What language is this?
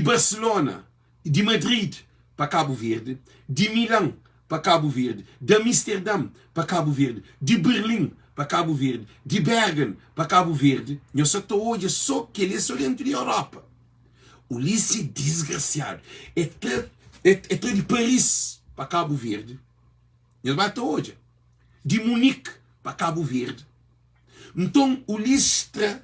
Kabuverdianu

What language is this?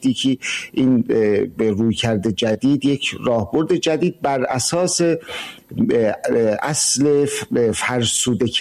Persian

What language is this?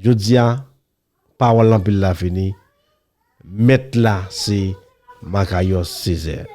Haitian Creole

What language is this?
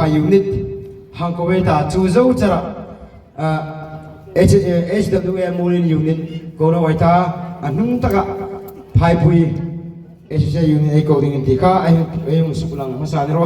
Hmar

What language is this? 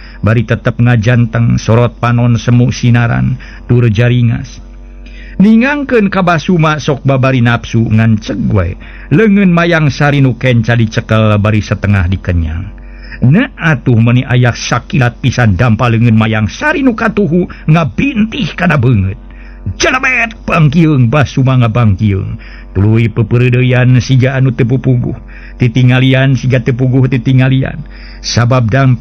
Sundanese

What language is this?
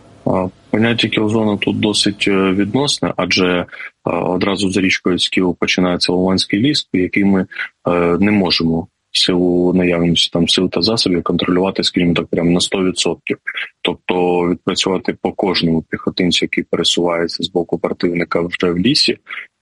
Ukrainian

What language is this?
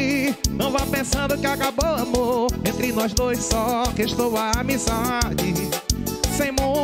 Portuguese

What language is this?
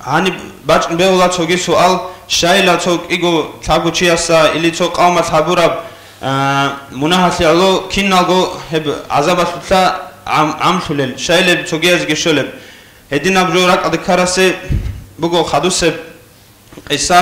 Avaric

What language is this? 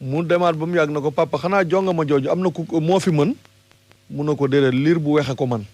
Wolof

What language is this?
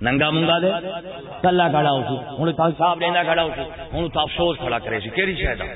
Saraiki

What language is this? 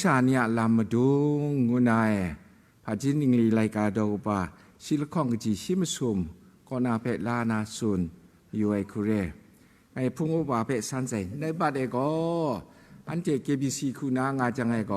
Kachin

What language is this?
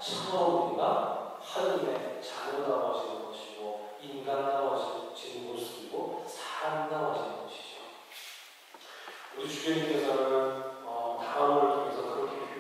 Korean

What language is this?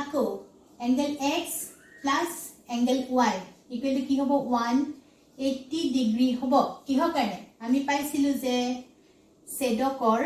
Assamese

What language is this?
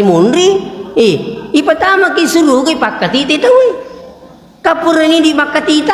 Buginese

